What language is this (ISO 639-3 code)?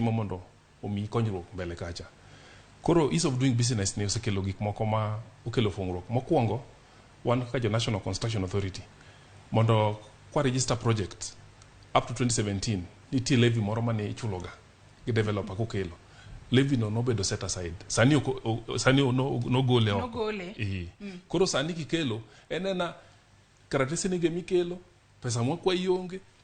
luo